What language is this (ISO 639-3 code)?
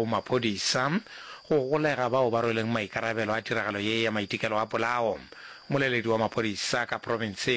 nso